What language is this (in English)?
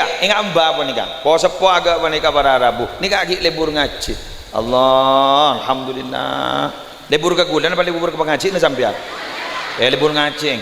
Madurese